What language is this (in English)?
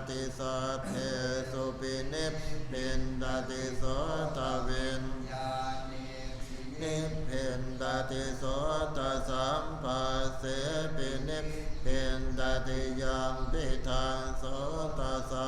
Pali